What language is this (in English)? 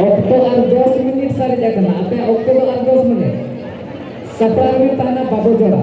Santali